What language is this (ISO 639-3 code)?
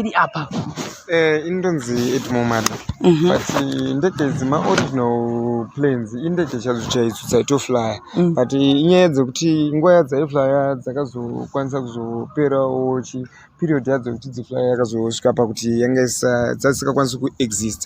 sna